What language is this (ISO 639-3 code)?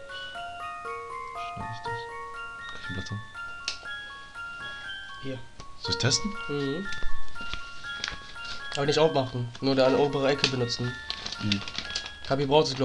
deu